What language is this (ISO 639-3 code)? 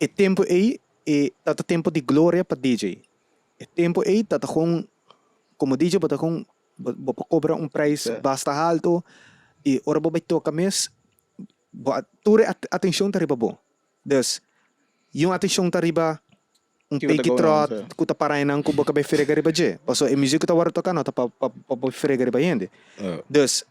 pap